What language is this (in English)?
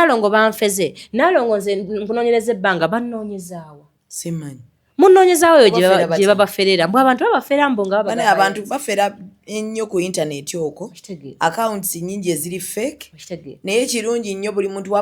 Ganda